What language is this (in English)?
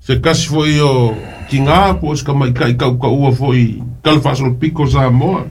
Samoan